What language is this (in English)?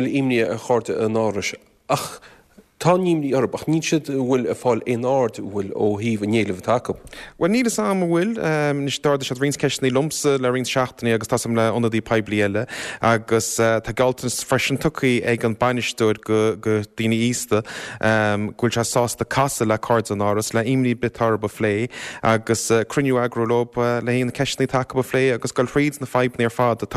Irish